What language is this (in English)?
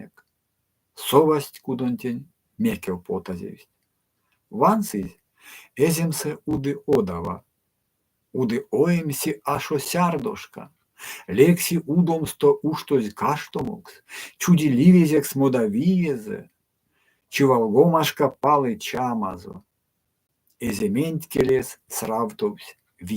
Erzya